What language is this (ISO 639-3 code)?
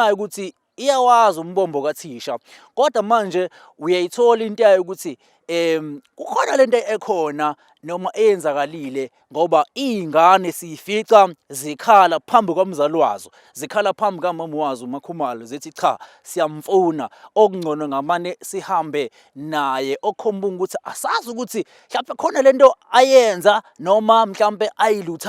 zul